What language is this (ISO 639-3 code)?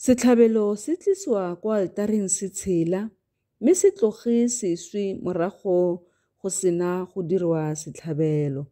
tsn